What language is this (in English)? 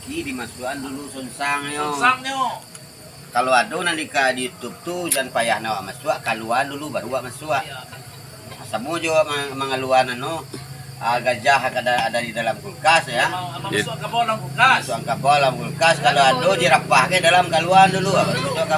Minangkabau